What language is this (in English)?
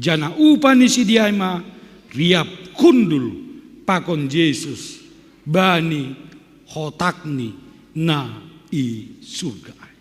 Batak Simalungun